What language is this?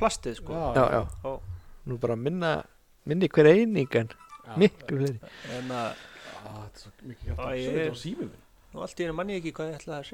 Icelandic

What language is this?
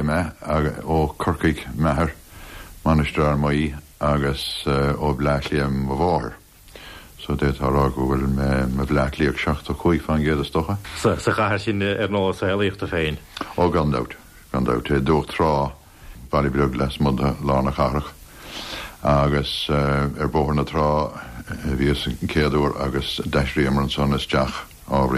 Irish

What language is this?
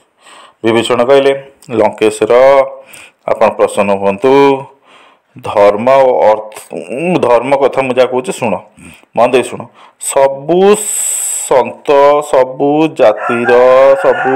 Odia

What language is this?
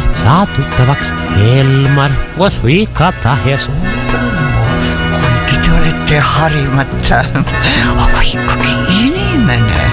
Estonian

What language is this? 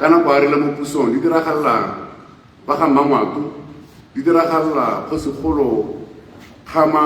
Tswana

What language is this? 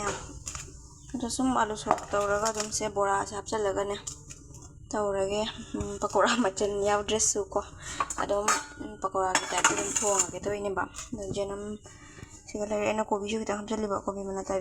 Manipuri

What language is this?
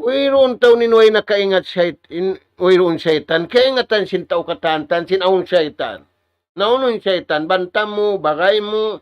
Tausug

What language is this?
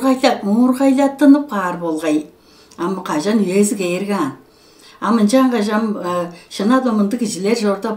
Tuvinian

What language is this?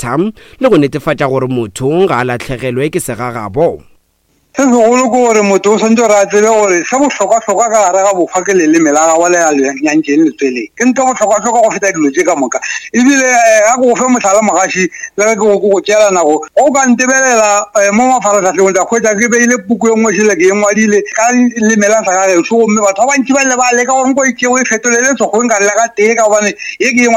Northern Sotho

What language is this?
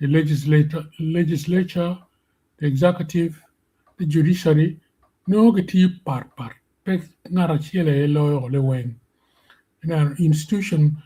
Acoli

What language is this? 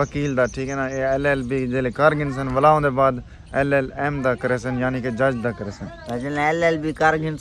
Saraiki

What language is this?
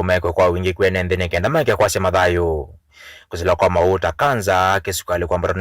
Kamba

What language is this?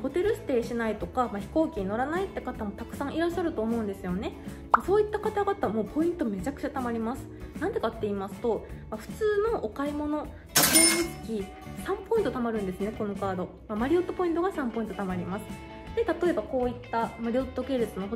Japanese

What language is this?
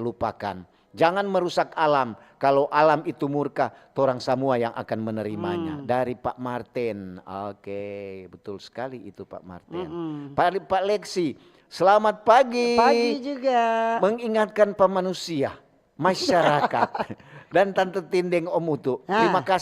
Manado Malay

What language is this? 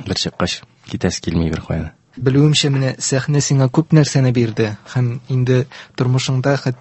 Tatar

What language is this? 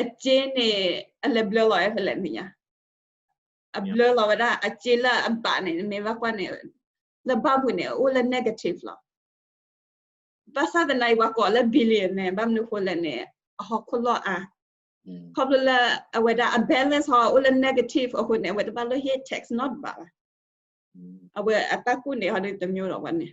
S'gaw Karen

